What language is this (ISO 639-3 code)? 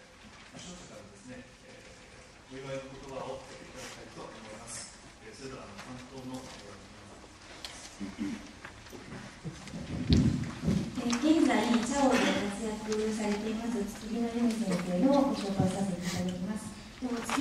jpn